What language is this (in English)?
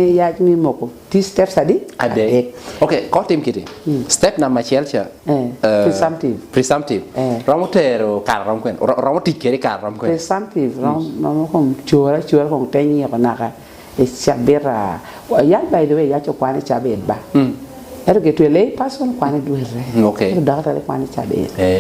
Lango (Uganda)